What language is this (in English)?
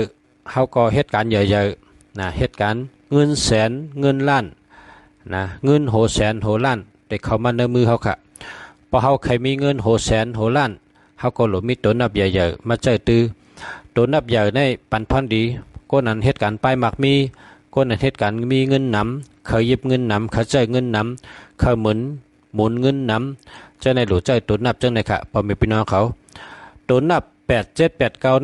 Shan